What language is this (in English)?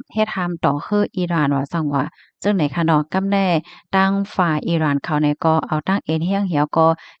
Shan